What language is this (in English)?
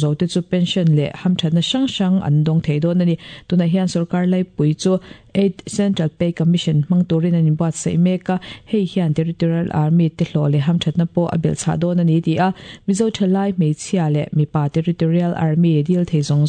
Mizo